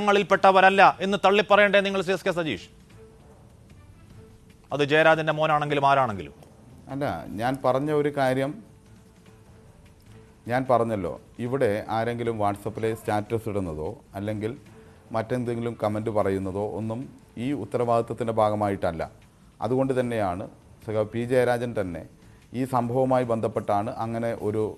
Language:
Malayalam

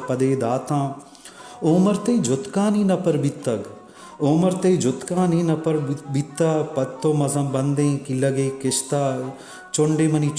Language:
Baluchi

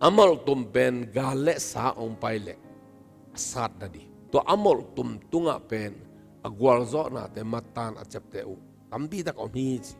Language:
Tedim Chin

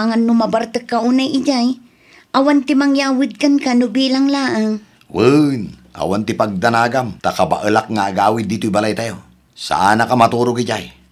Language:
Iloko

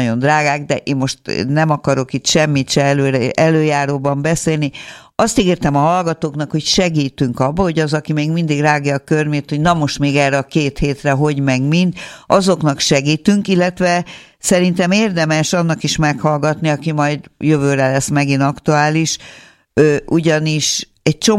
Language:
Hungarian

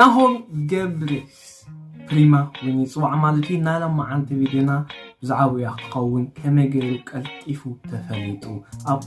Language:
Tigrinya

